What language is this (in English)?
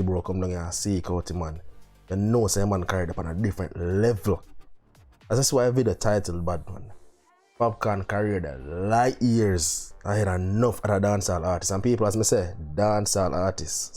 Jamaican Creole English